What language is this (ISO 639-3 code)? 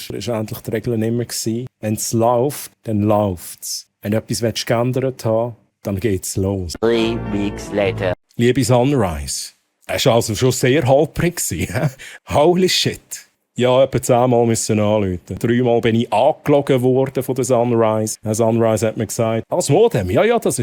gsw